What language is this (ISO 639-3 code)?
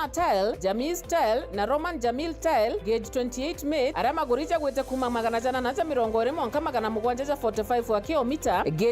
mer